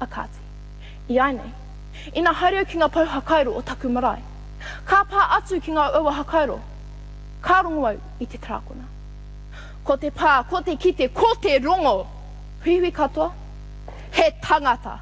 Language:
Māori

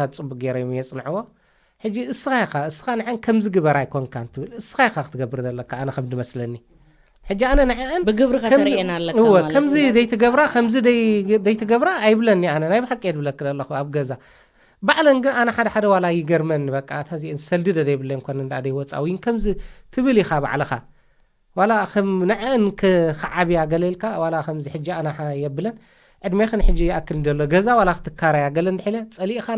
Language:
Tigrinya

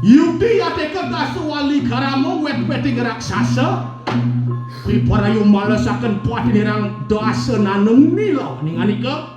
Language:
Balinese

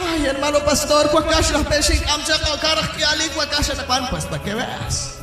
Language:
Kekchí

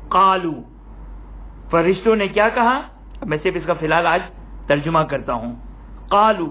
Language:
Urdu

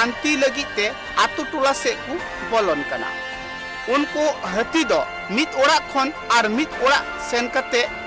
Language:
Santali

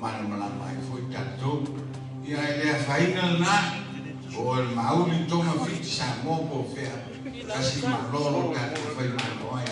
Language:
Samoan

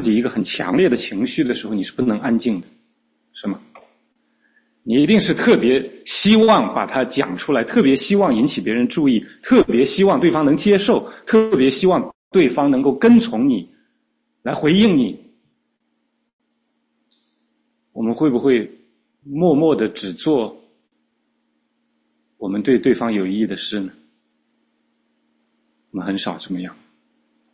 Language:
Chinese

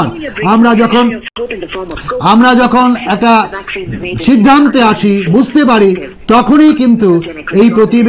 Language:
Bangla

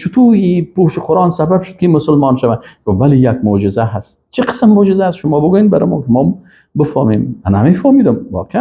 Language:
Persian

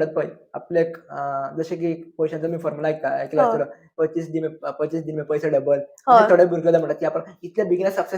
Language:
Konkani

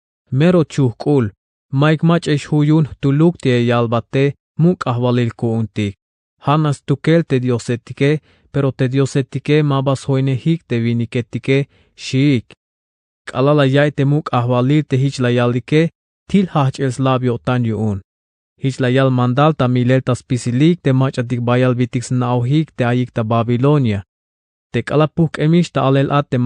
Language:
Tzeltal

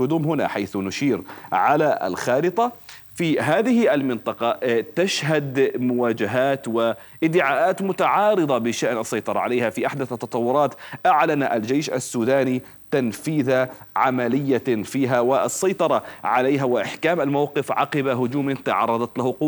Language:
Arabic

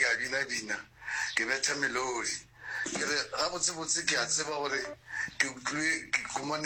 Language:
Northern Sotho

